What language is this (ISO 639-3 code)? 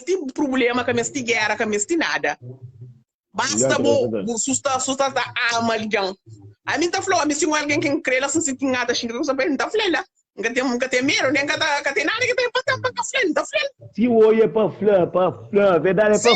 kea